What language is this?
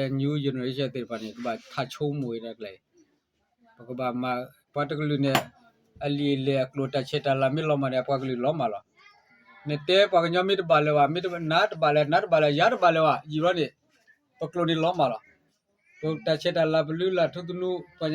S'gaw Karen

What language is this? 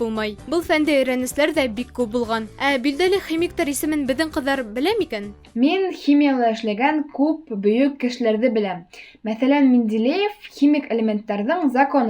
Bashkir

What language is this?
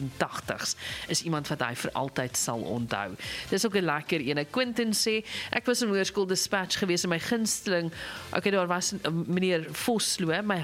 Afrikaans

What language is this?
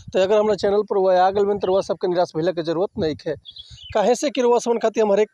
Bhojpuri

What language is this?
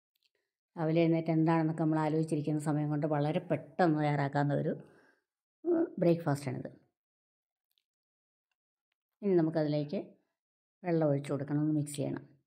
Malayalam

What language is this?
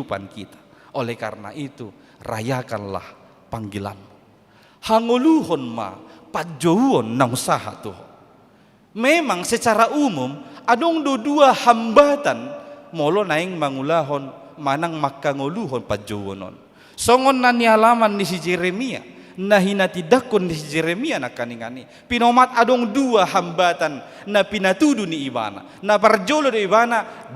Batak Toba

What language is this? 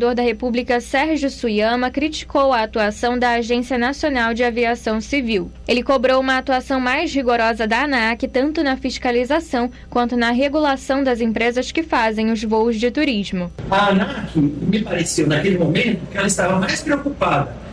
Portuguese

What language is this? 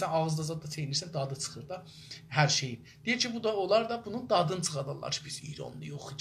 South Azerbaijani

